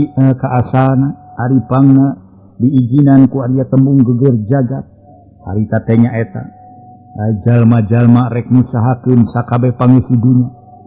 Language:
Sundanese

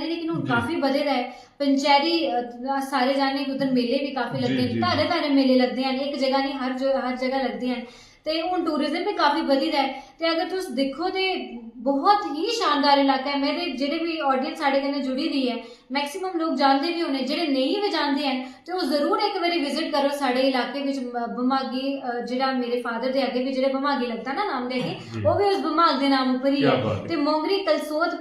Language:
Dogri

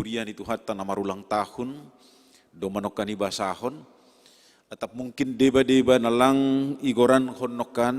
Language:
Batak Simalungun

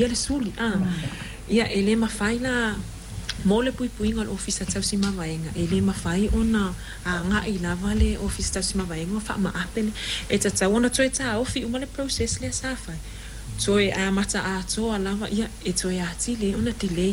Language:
Samoan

